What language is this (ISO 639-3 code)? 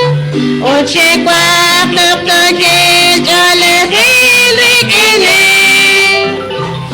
kek